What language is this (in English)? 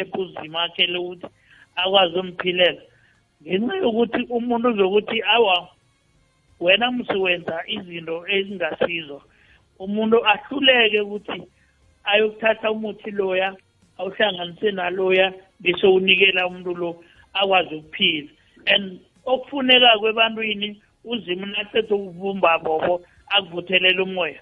South Ndebele